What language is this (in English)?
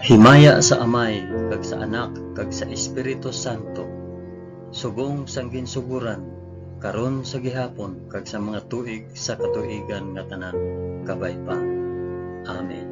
Hiligaynon